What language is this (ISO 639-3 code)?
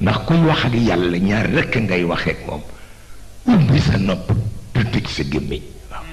wol